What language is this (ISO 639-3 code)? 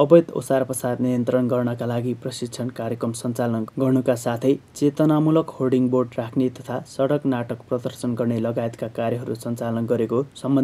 nep